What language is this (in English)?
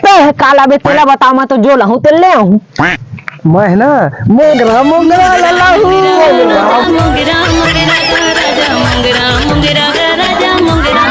Chhattisgarhi